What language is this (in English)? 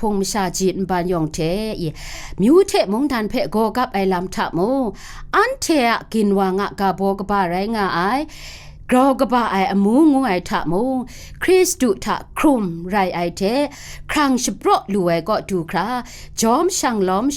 Kachin